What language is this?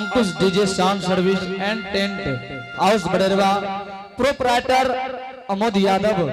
Angika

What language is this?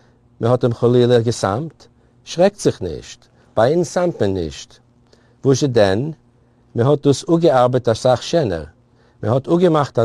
Yiddish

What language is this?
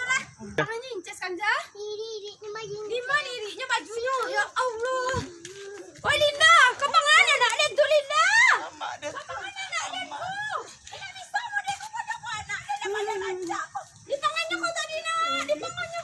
Minangkabau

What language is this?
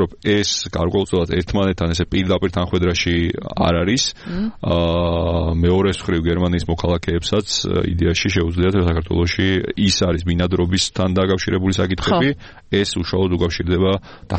Georgian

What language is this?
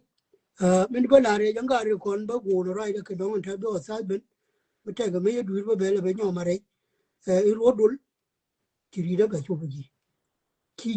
Nuer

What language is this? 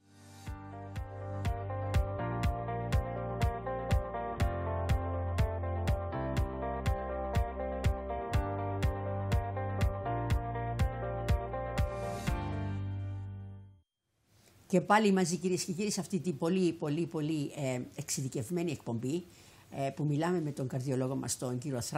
Greek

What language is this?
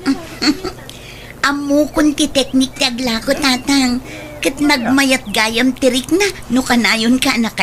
Iloko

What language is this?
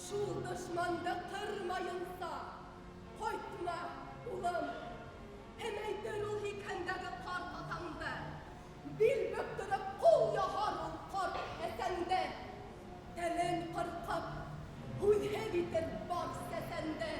Bashkir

